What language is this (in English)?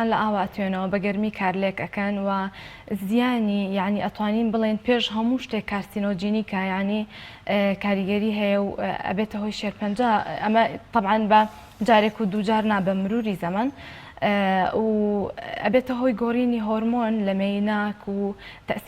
Central Kurdish